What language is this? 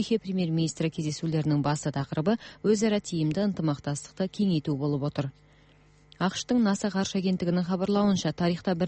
Kazakh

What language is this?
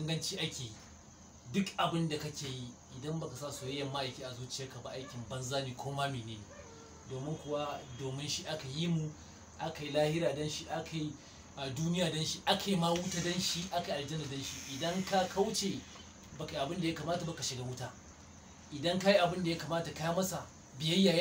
Hausa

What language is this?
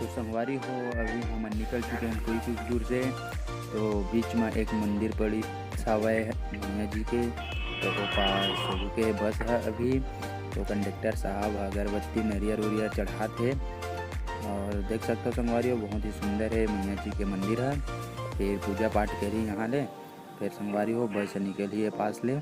Chhattisgarhi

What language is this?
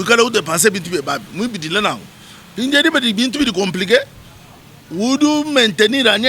Luba-Lulua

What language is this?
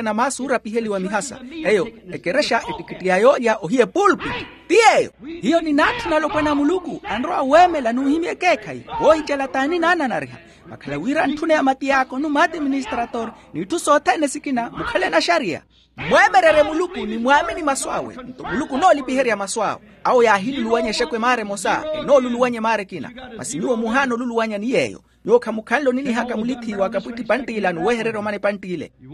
Makhuwa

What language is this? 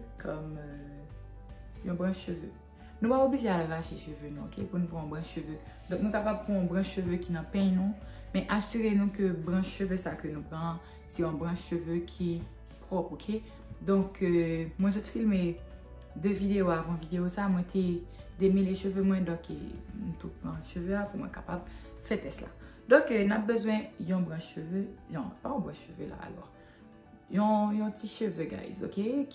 Haitian Creole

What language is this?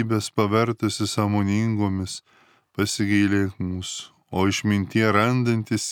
Lithuanian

